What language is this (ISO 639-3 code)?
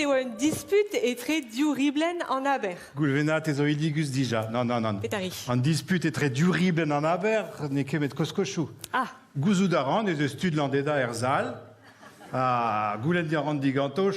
bre